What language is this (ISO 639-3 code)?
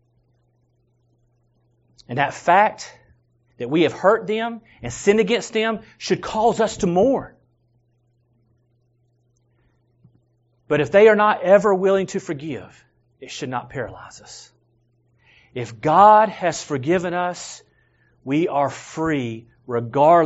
eng